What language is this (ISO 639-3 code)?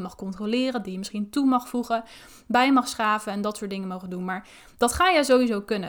nld